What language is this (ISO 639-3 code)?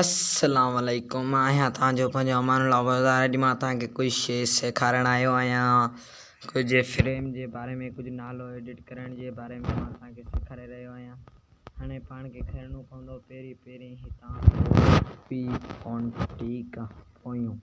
snd